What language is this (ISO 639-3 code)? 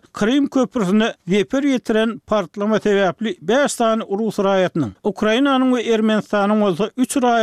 tuk